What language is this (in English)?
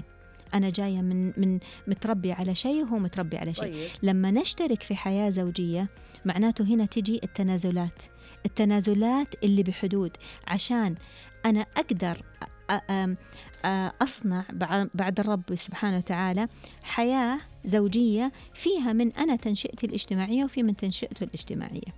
Najdi Arabic